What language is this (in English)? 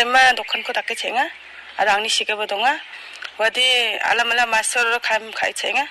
Garo